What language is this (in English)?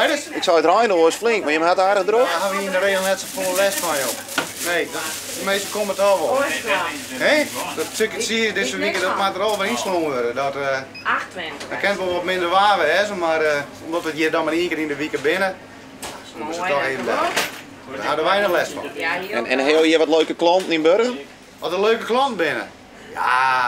Western Frisian